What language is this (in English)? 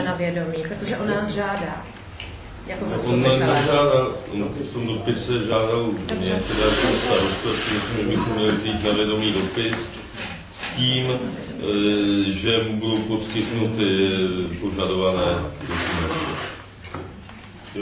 Czech